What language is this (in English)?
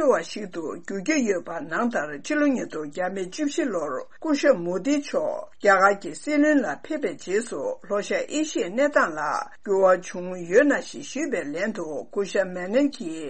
Tibetan